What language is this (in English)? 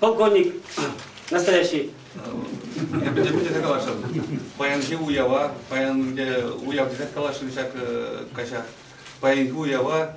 Chuvash